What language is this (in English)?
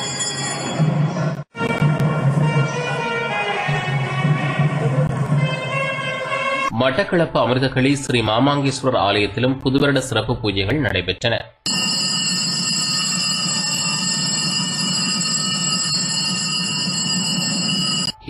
Tamil